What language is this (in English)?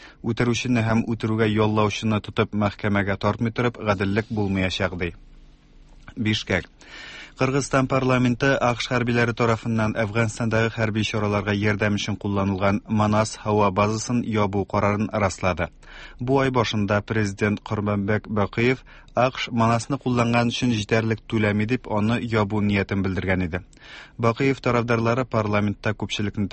Tatar